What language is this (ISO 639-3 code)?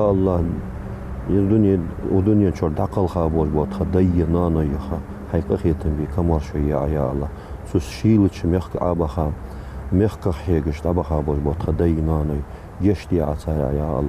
inh